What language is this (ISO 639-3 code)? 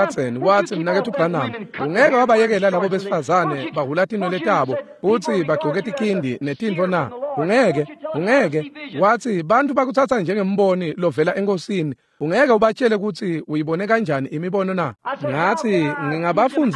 ssw